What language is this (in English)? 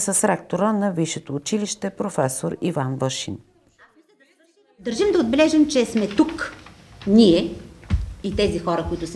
Bulgarian